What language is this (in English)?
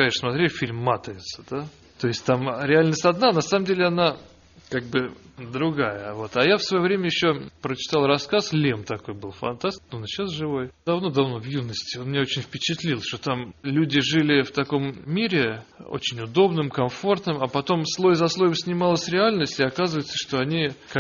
Russian